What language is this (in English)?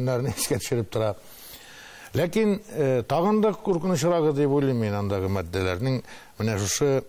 Tatar